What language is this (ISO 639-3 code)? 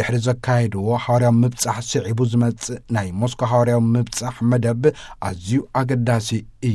tir